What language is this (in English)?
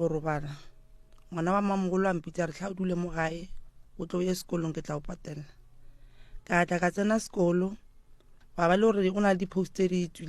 Northern Sotho